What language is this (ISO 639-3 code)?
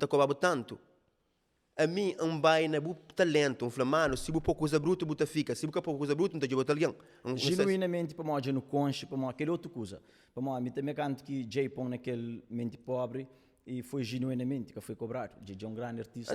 kea